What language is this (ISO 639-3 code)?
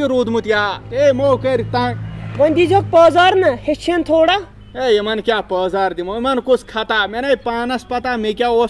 kas